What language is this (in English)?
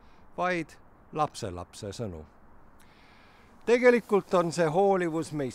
Estonian